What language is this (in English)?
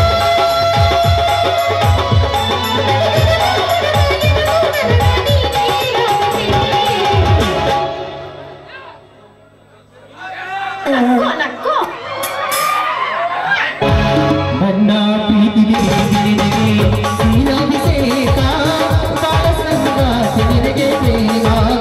Kannada